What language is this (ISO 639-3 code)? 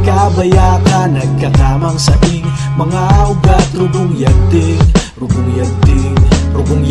bno